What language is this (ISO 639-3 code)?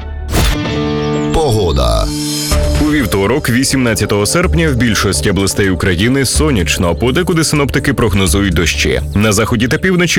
ukr